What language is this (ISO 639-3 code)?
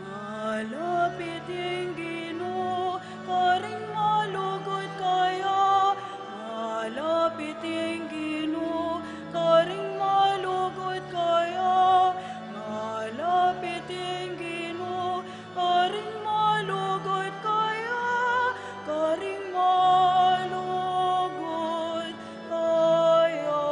pam